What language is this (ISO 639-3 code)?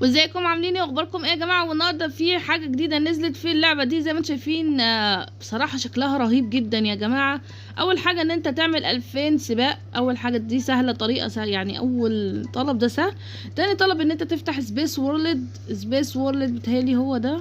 arz